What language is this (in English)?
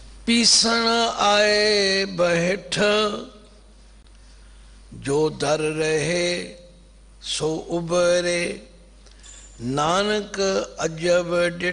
Punjabi